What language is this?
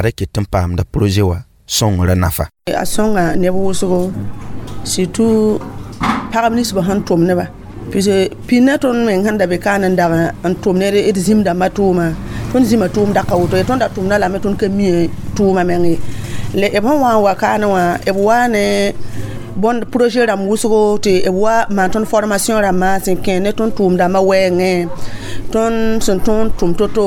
Mossi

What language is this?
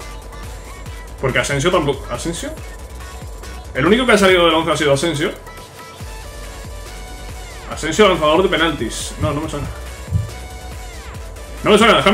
Spanish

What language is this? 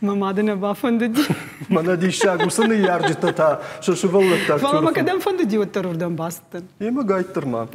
Ossetic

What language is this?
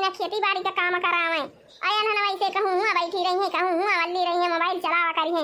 Awadhi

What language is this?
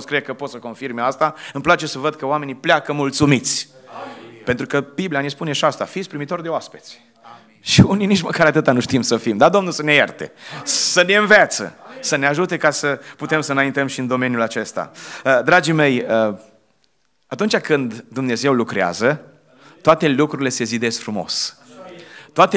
Romanian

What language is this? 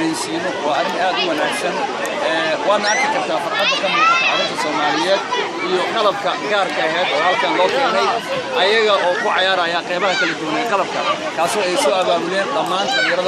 Somali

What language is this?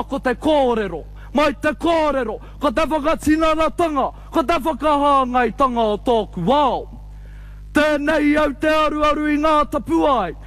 Māori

